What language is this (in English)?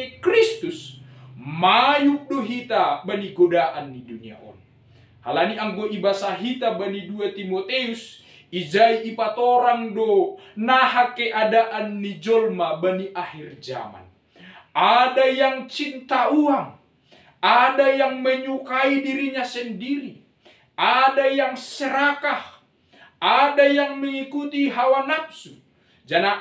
Batak Simalungun